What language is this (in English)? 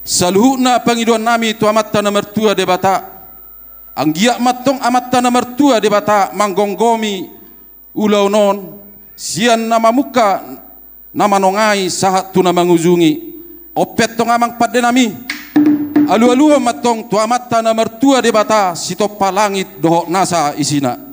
Batak Toba